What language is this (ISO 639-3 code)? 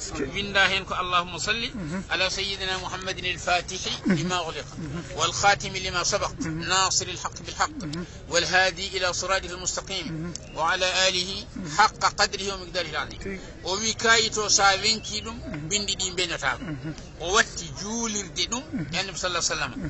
ful